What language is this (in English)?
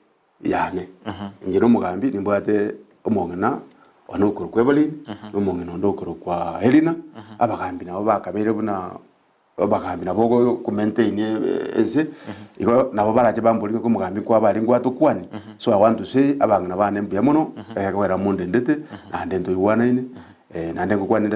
Gusii